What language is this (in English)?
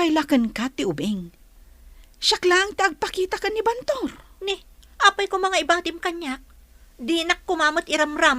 Iloko